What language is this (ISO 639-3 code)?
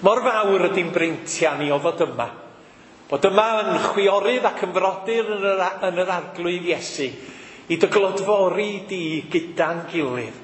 cym